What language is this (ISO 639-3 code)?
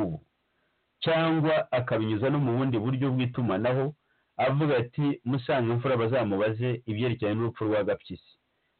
kin